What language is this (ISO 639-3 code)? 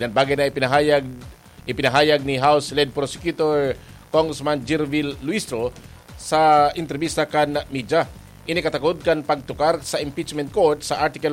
bik